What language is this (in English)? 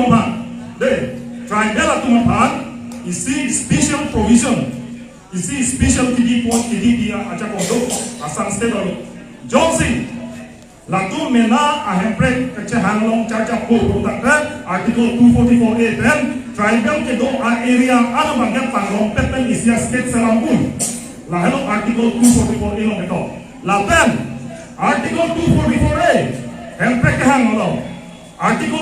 Karbi